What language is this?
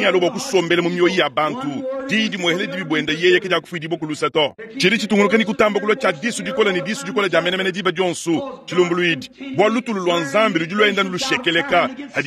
Luba-Lulua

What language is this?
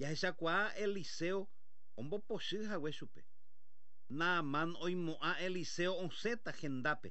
Guarani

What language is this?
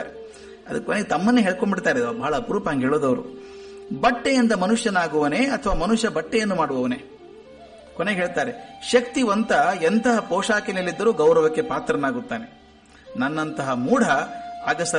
Kannada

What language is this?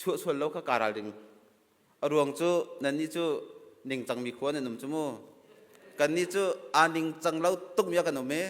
Hakha Chin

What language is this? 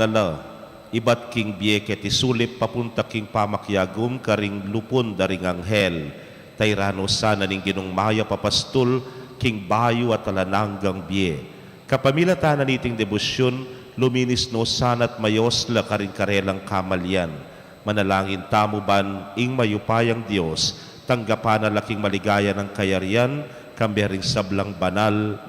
Pampanga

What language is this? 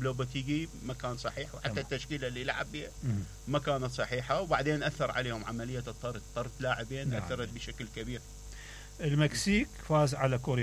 Mesopotamian Arabic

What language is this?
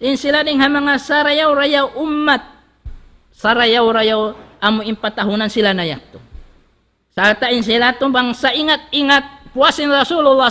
Tausug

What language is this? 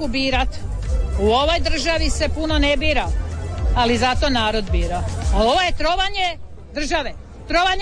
Croatian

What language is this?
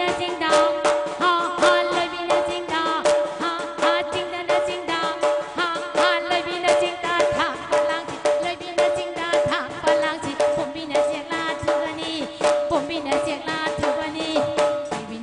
Manipuri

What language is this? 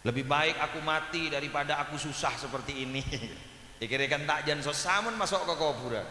Madurese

